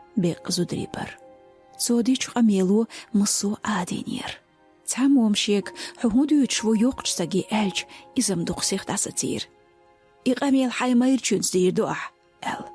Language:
Chechen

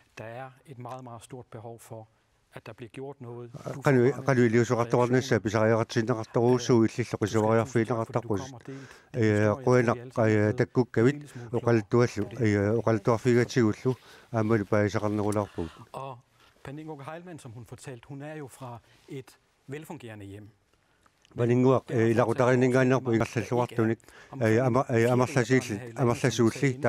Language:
Kalaallisut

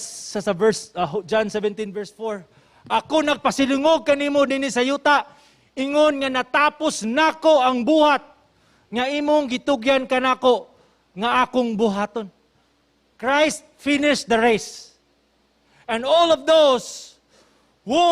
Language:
Cebuano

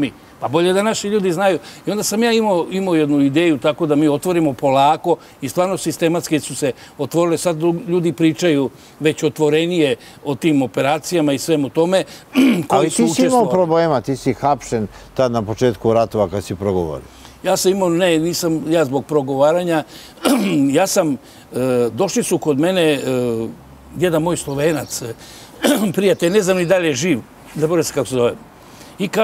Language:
Serbian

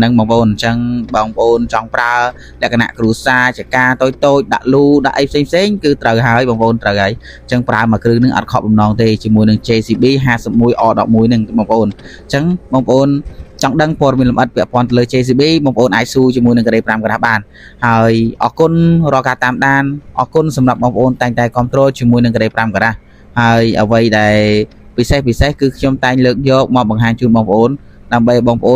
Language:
Khmer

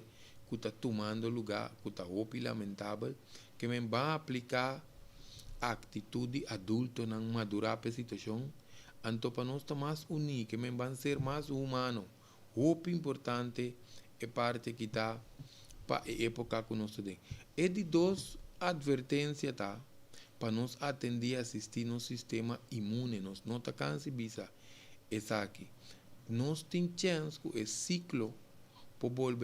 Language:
Papiamento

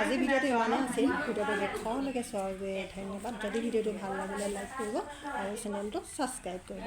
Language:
Assamese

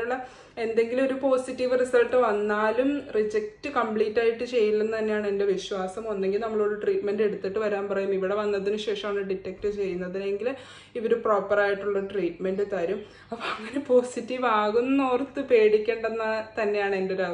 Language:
Malayalam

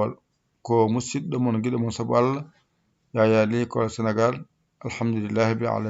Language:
Fula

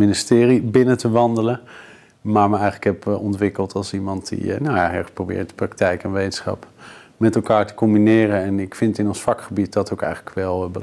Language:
Dutch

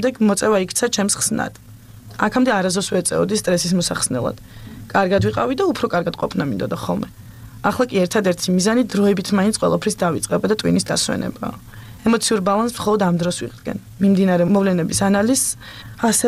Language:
Georgian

